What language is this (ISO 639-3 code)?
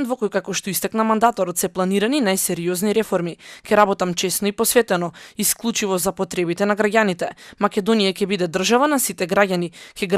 mkd